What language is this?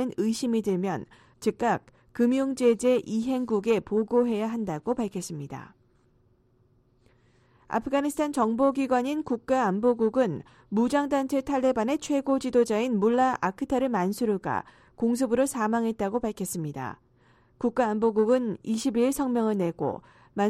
Korean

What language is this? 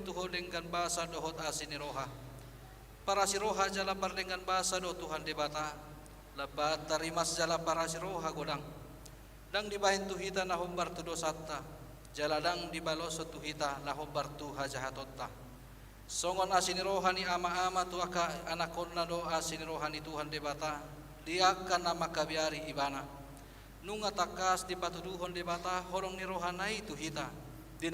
Batak Toba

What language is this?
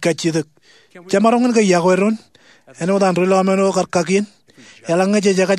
Marshallese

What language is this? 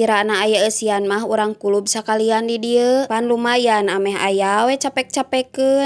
Sundanese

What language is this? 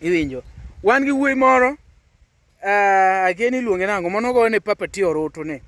Luo (Kenya and Tanzania)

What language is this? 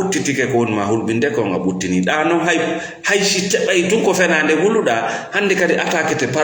Fula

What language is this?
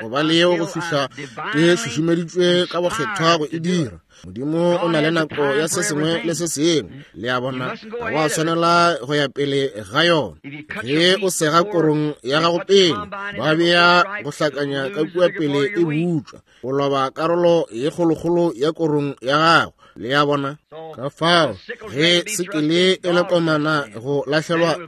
Northern Sotho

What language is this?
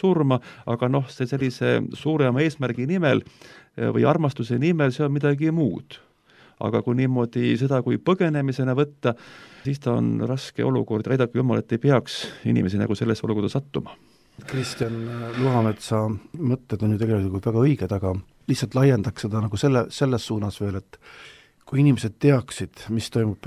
Estonian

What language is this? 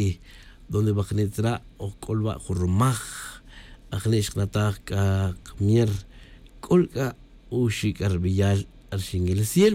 Tz'utujil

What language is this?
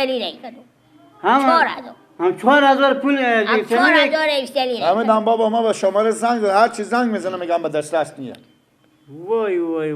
Persian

